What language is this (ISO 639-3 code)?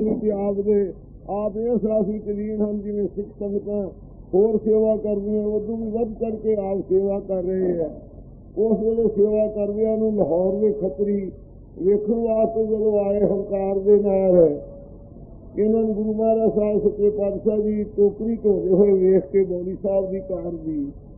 pan